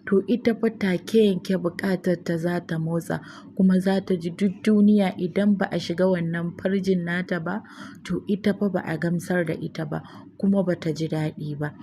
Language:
Hausa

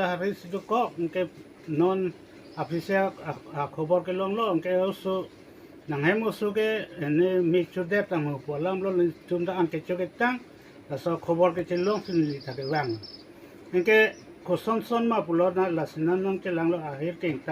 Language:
Karbi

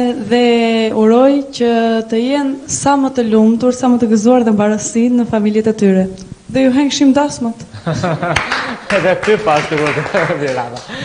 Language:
Albanian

